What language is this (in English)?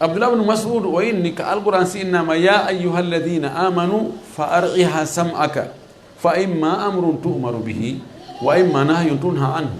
Fula